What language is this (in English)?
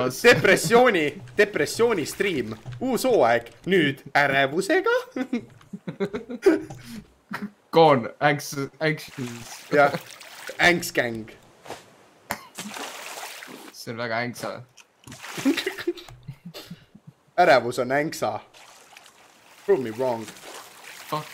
Estonian